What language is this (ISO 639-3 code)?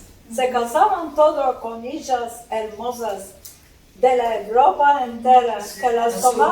lad